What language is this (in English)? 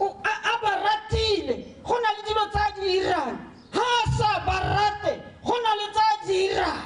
Tswana